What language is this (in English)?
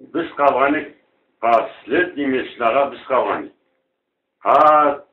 Karachay-Balkar